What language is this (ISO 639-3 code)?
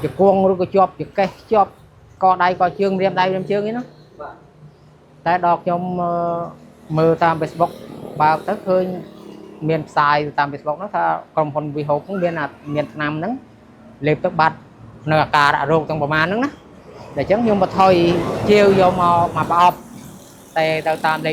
khm